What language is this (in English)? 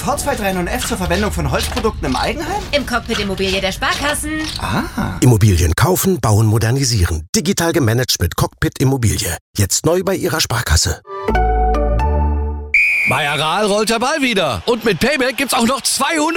German